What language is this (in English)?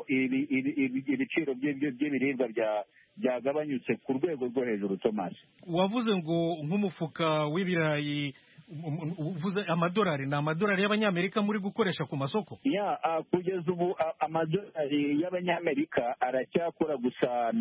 Kinyarwanda